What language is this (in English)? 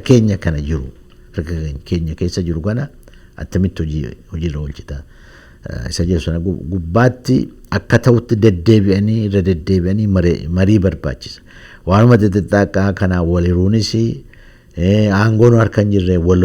Oromo